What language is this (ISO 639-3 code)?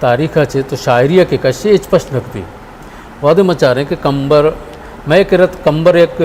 bgp